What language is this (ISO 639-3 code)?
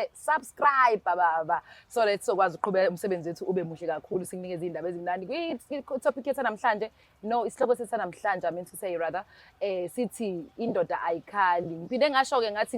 zul